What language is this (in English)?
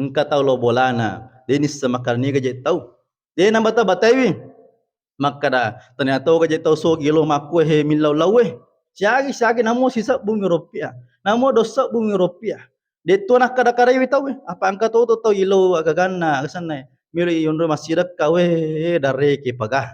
Buginese